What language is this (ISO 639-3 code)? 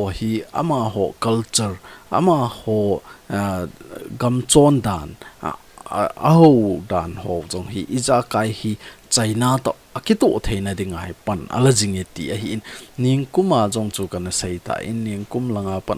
tcz